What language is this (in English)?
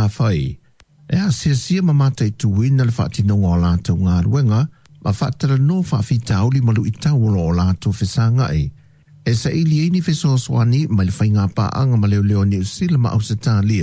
Samoan